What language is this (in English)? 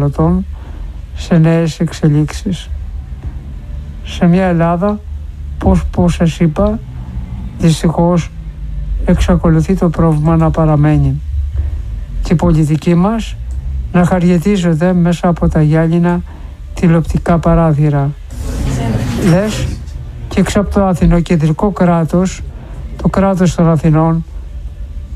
Greek